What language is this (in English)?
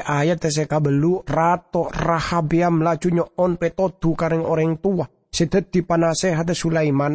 Madurese